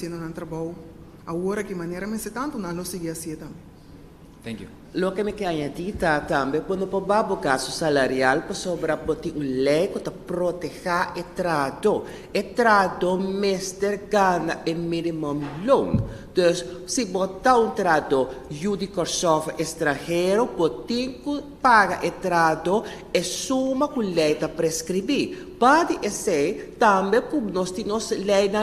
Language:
Papiamento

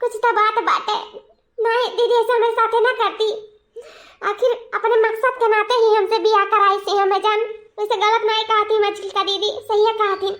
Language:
Awadhi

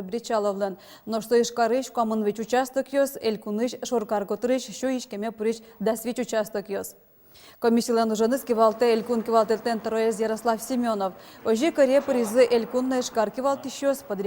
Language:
Udmurt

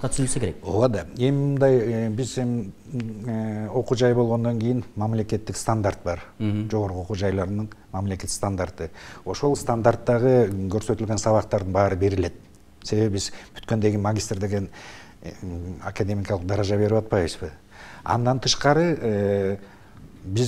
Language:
Kyrgyz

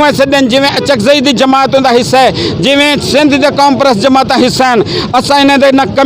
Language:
Saraiki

